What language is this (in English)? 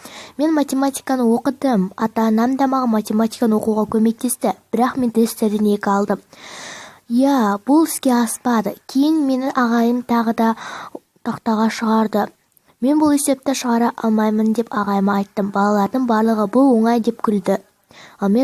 Kazakh